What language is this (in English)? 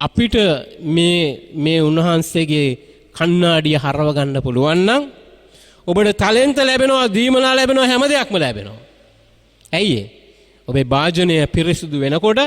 Sinhala